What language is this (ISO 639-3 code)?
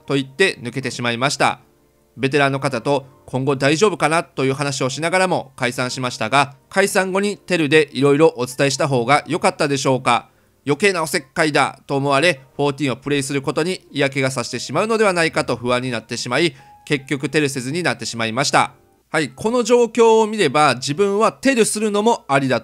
jpn